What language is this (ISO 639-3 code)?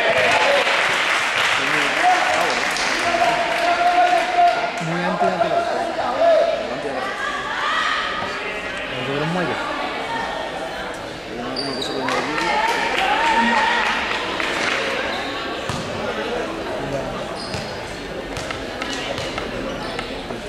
spa